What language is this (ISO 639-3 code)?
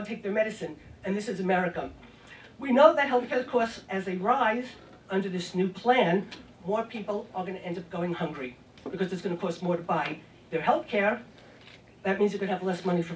eng